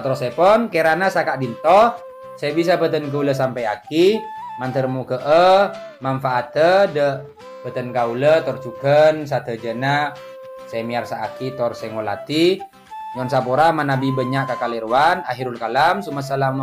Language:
Madurese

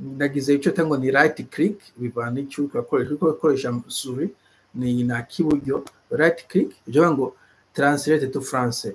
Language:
Rundi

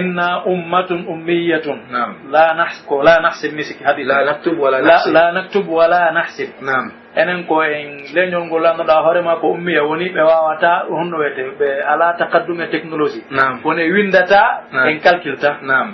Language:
Pular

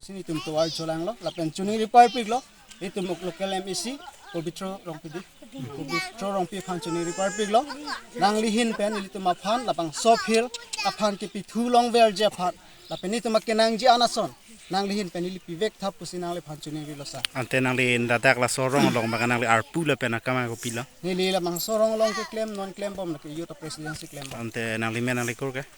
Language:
Karbi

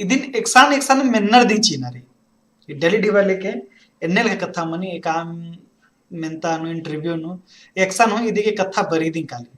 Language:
Kurukh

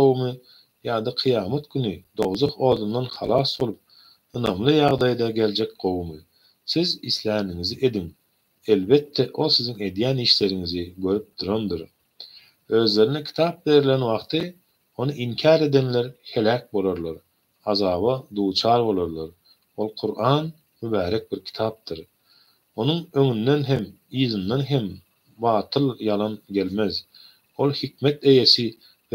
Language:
Turkmen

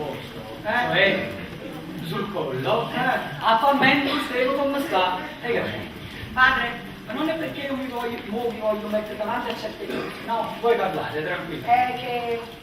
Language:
Neapolitan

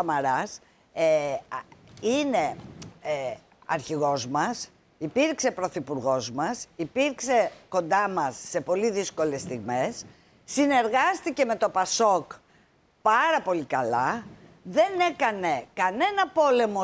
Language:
Greek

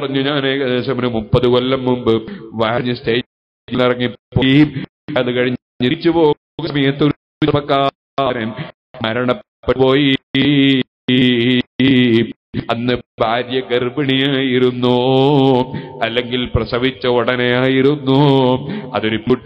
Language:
Malayalam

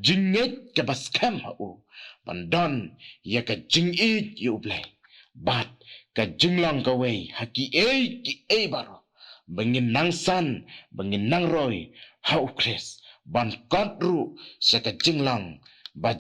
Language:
Khasi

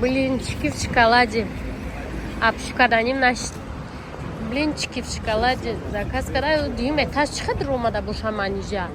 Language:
Tajik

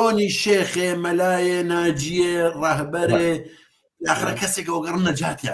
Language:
Central Kurdish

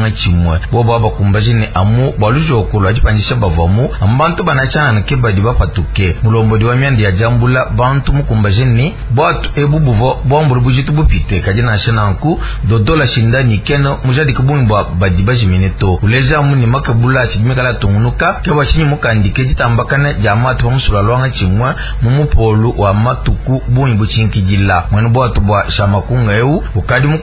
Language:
Luba-Lulua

